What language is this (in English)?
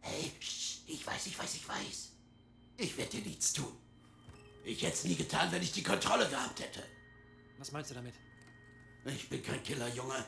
Swiss German